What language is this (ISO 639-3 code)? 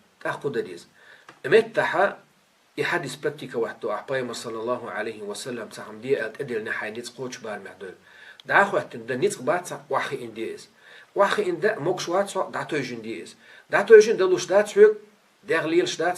che